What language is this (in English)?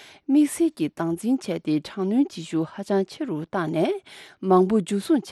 Tibetan